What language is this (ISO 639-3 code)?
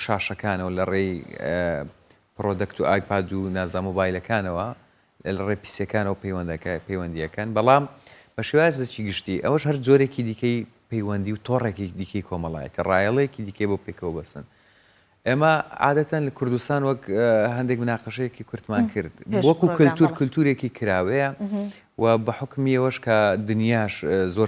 ckb